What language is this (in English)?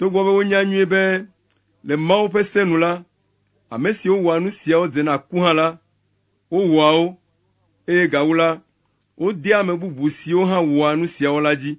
Ewe